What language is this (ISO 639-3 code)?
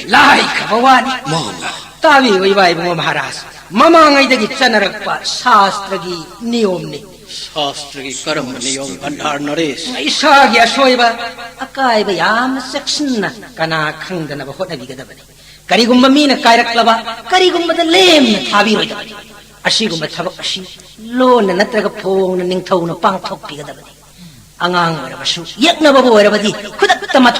mni